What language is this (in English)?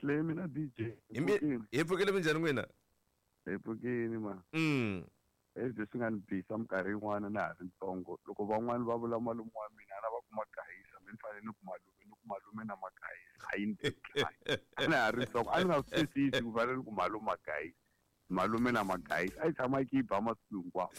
Tsonga